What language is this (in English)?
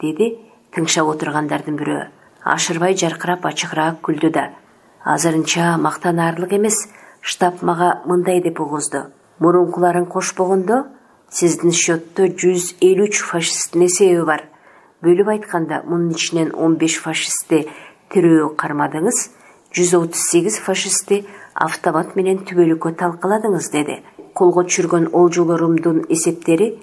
Kyrgyz